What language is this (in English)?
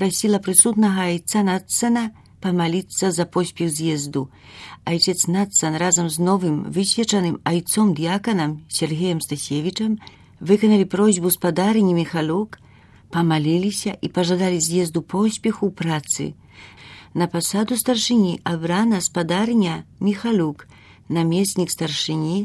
Belarusian